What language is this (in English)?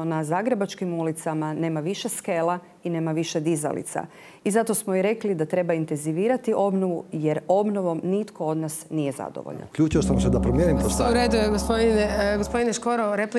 Croatian